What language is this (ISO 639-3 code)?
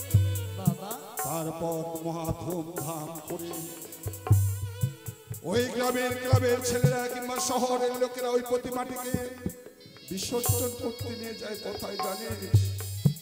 ben